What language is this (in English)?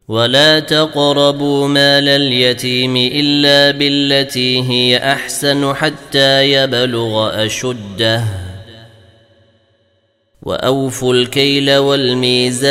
Arabic